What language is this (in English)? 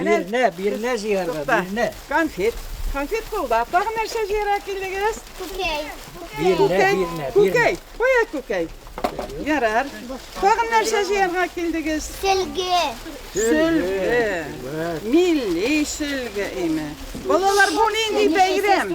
Tatar